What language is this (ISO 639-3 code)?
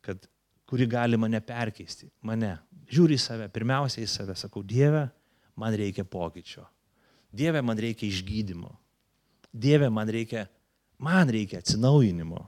lit